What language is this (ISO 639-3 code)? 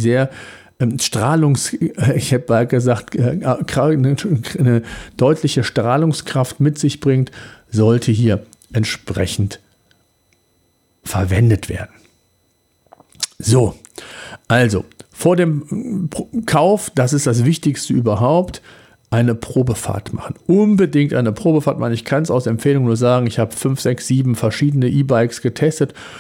deu